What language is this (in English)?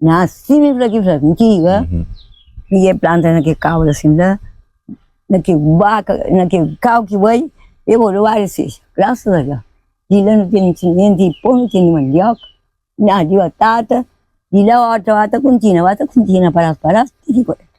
Kabuverdianu